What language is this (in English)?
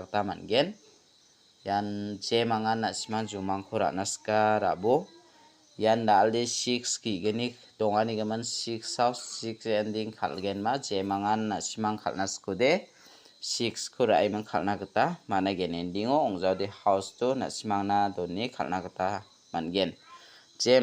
Garo